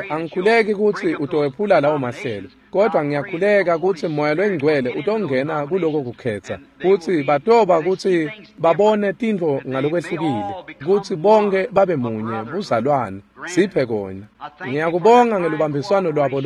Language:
Swati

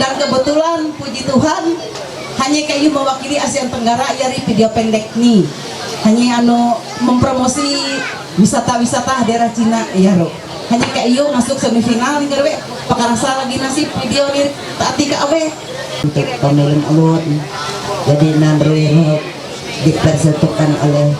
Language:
Ma'anyan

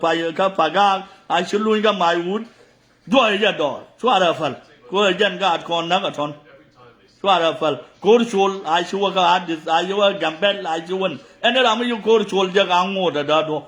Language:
Nuer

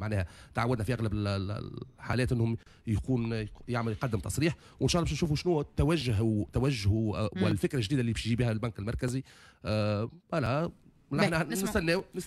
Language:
Tunisian Arabic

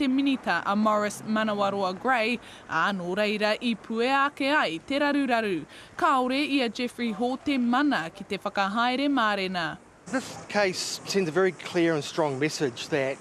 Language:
Māori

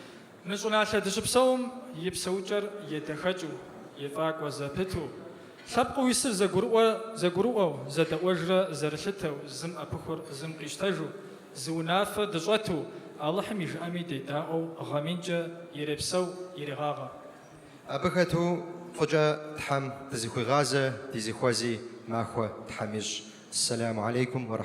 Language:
Kabardian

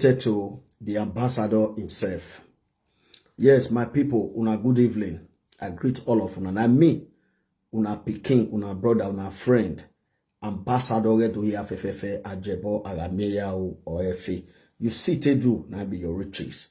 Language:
Nigerian Pidgin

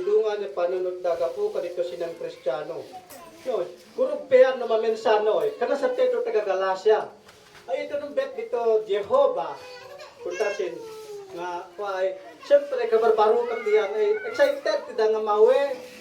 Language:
Isnag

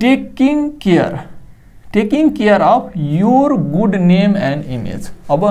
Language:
Nepali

